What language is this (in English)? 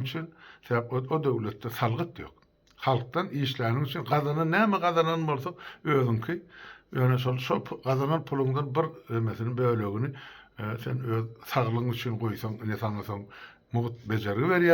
Turkmen